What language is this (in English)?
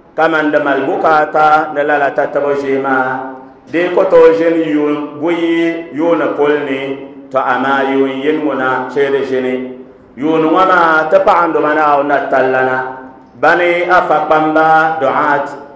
Dagbani